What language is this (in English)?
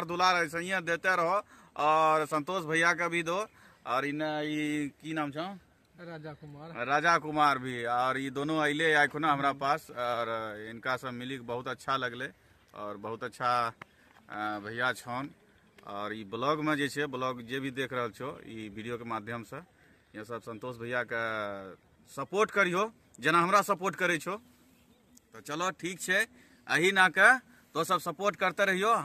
Maithili